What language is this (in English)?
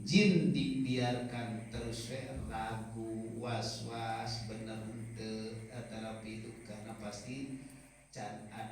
Sundanese